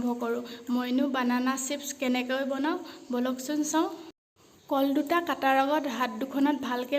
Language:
Assamese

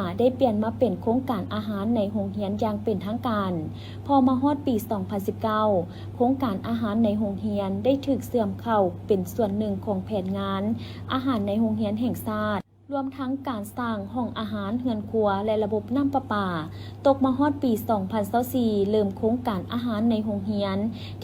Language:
Lao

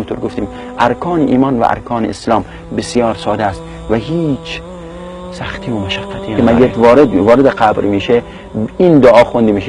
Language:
Persian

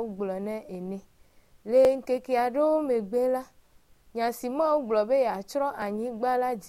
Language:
Ewe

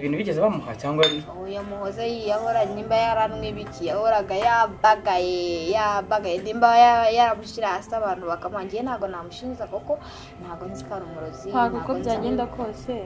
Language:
Kinyarwanda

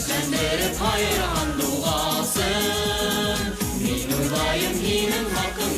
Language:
Bashkir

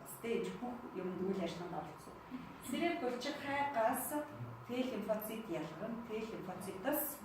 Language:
Mongolian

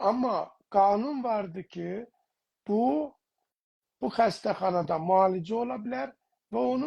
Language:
South Azerbaijani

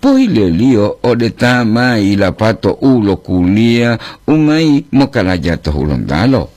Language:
Gorontalo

